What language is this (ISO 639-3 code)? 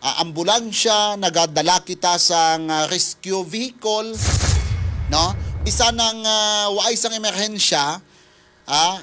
hil